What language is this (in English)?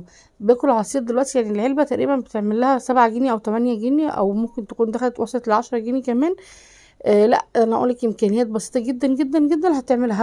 Egyptian Arabic